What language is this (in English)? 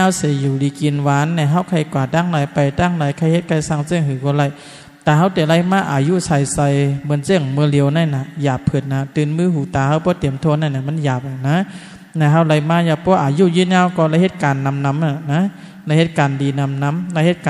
Shan